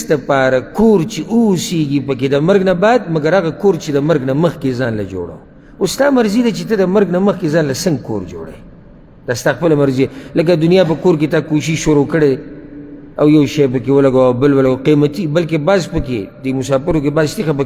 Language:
Pashto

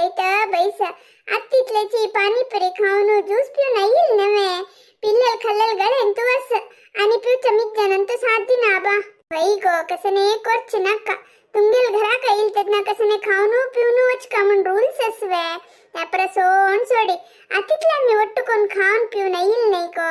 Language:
Konkani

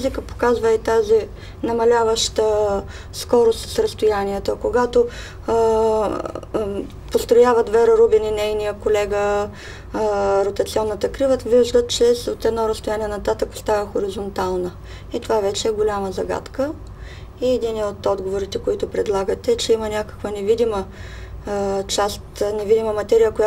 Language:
Bulgarian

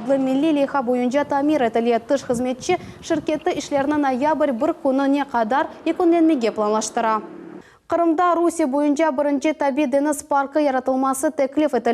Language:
Crimean Tatar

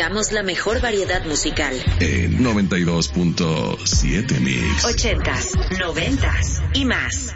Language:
Spanish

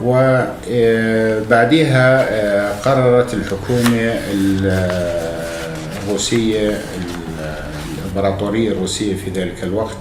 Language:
North Levantine Arabic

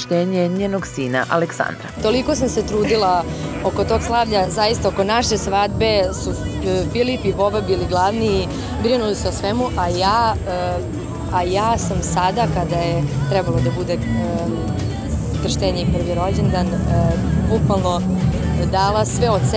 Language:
Serbian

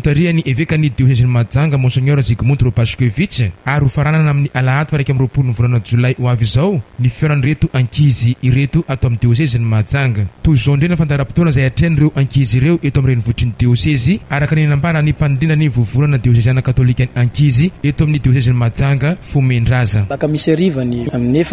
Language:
Malagasy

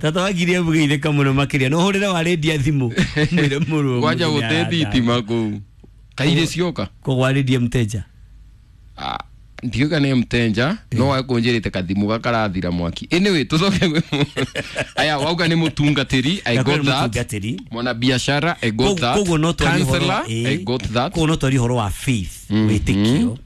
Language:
Kikuyu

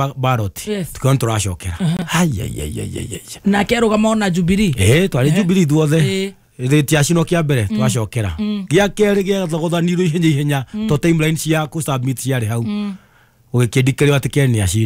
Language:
Kikuyu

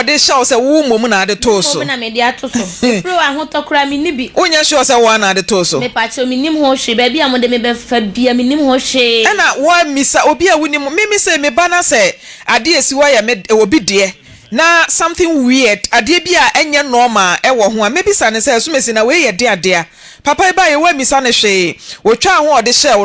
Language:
Akan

